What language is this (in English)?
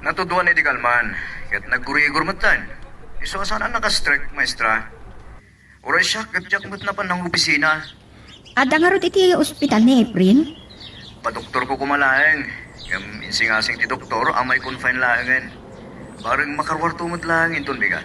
Iloko